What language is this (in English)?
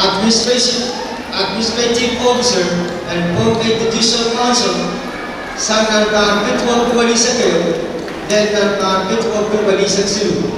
Pohnpeian